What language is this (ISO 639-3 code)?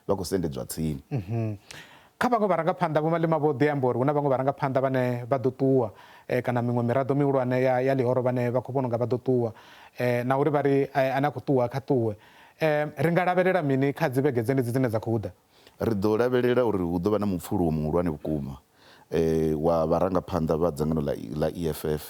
ven